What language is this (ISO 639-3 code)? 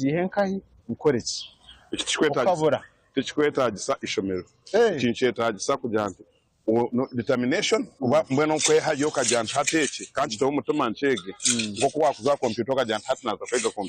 nyn